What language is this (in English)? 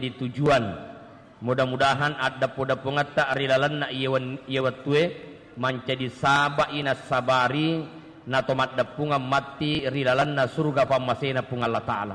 Buginese